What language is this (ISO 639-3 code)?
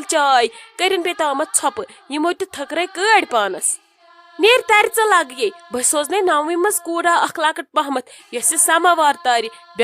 kas